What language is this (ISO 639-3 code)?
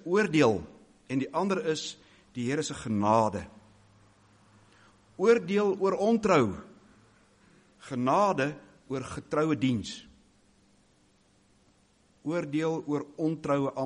afr